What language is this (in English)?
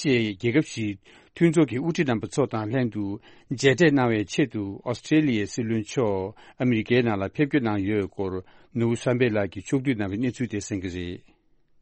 Tibetan